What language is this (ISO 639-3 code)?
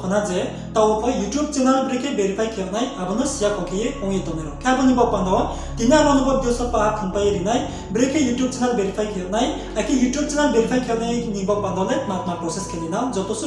ria